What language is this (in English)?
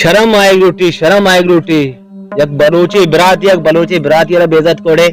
Baluchi